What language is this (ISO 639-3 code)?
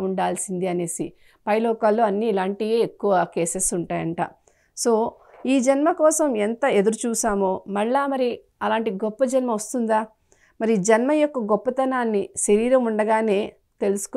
tel